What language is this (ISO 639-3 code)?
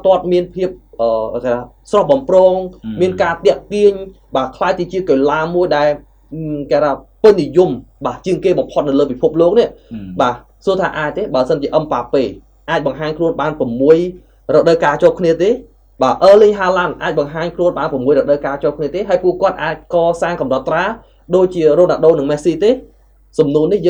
khm